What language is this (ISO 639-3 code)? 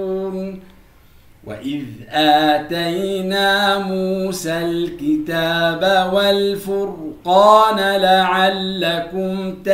ara